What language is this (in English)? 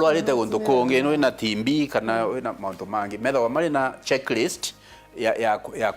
Meru